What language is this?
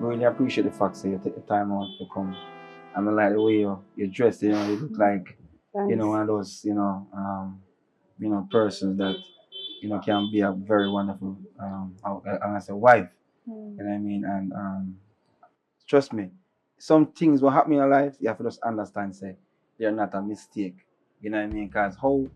Jamaican Creole English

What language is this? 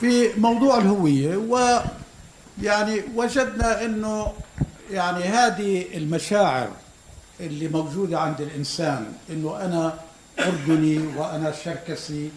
North Levantine Arabic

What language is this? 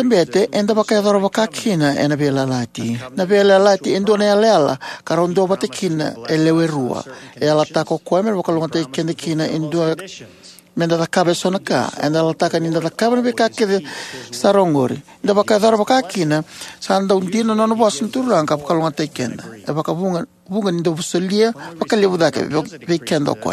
Fijian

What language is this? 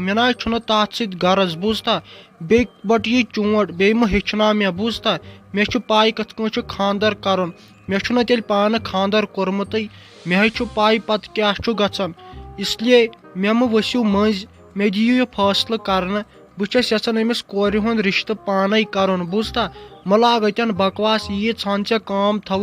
Kashmiri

